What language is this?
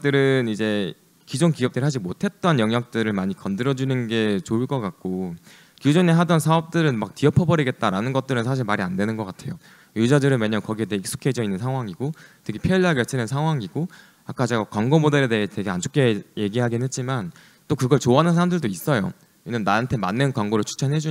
Korean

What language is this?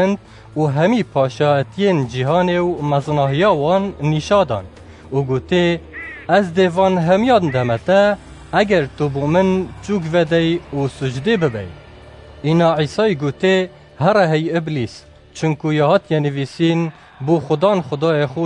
Kurdish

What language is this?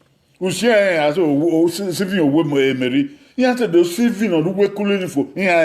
Bini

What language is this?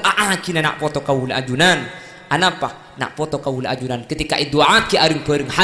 Madurese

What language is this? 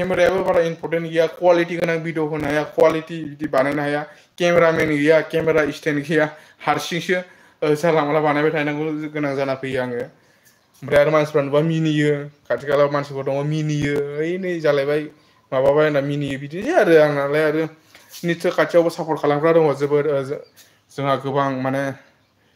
Bodo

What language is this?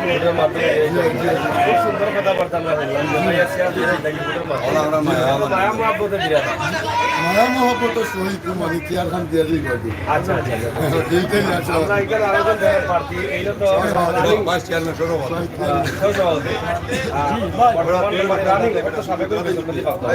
Sylheti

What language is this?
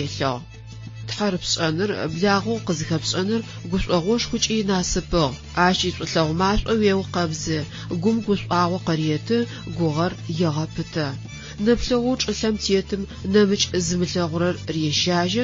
Adyghe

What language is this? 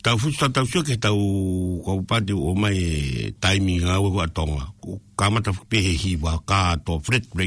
Tongan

